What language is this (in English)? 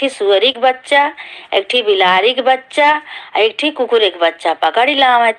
Awadhi